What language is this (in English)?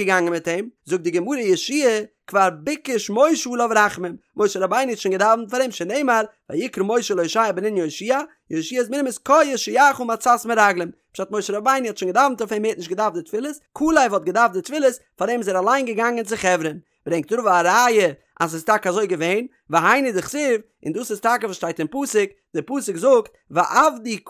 Yiddish